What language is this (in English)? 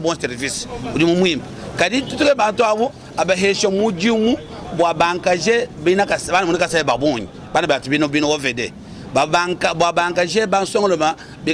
Luba-Lulua